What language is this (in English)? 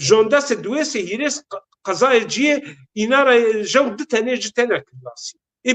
Zaza